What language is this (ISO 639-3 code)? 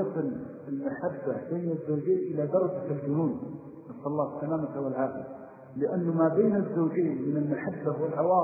ara